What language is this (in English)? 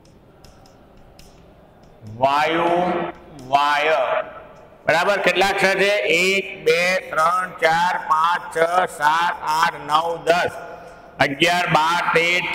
Gujarati